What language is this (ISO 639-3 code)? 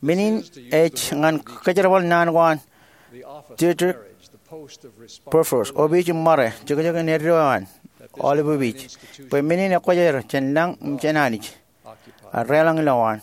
mah